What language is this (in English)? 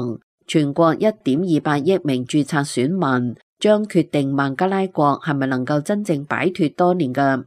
Cantonese